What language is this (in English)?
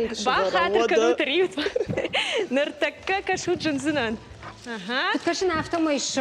Ossetic